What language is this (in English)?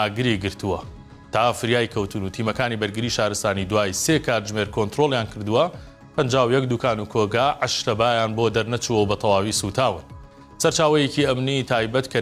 Central Kurdish